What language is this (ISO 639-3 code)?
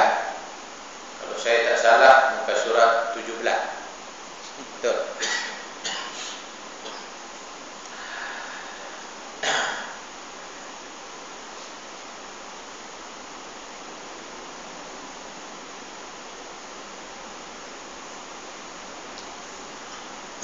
msa